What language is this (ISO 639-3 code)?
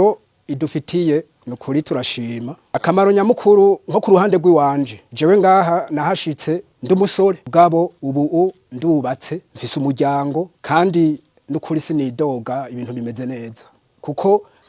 run